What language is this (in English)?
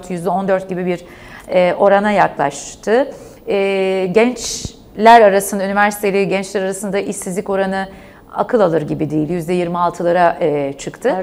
Turkish